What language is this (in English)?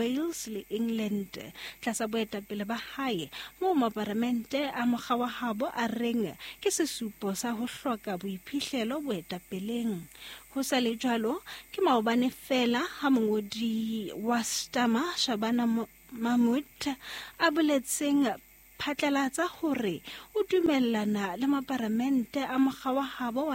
Southern Sotho